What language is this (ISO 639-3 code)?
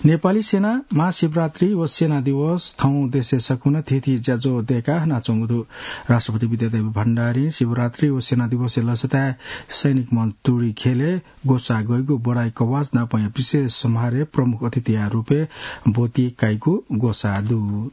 new